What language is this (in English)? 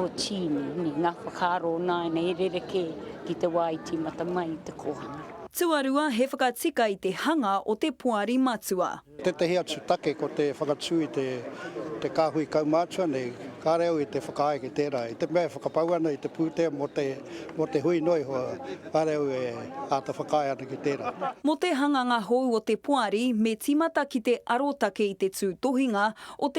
Māori